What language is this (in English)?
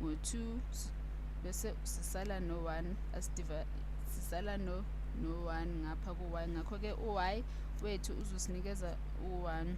Zulu